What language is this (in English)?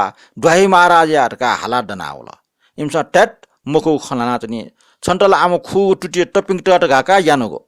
Newari